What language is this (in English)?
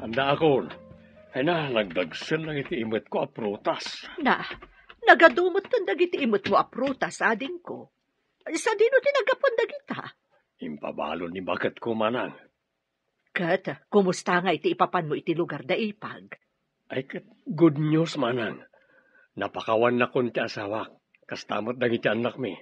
Iloko